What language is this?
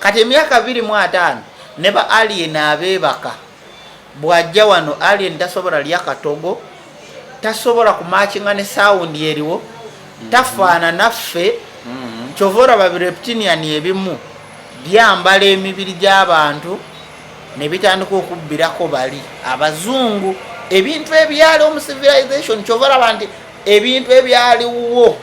Ganda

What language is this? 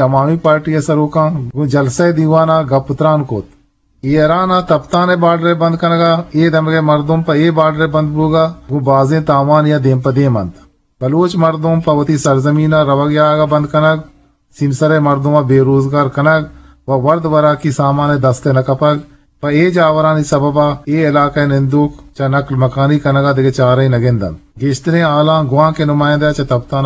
Eastern Balochi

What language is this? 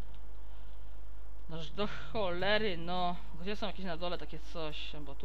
Polish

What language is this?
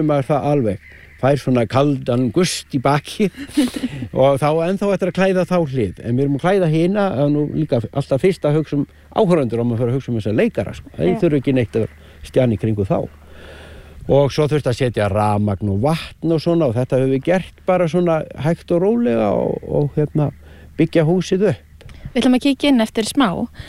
Icelandic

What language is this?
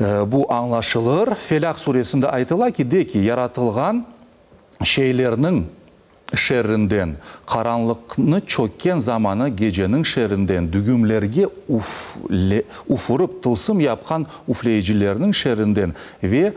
Crimean Tatar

